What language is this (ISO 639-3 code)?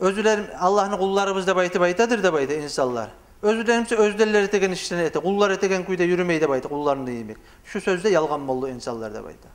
kum